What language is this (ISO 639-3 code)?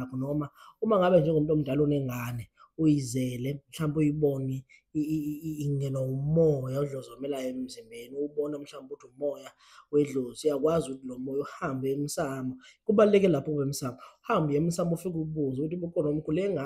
zul